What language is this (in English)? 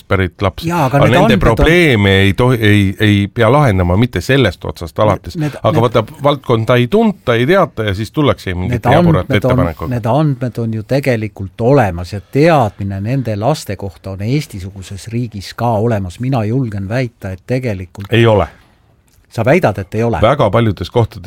Estonian